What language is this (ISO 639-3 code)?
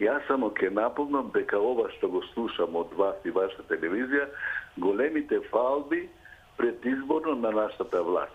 mkd